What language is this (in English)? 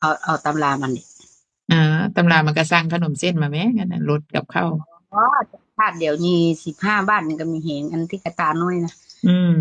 Northeastern Thai